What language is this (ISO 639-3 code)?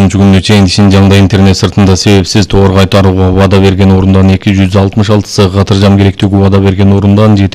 kir